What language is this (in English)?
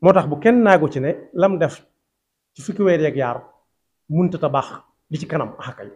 Wolof